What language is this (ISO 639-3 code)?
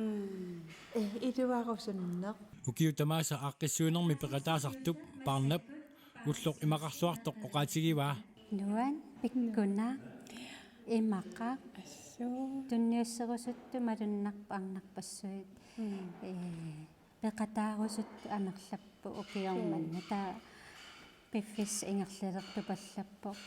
kal